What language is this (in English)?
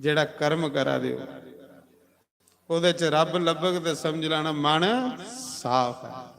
Dogri